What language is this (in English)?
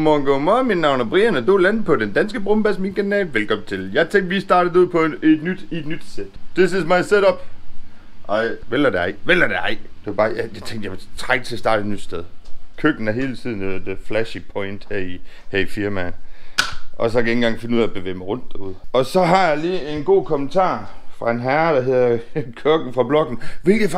Danish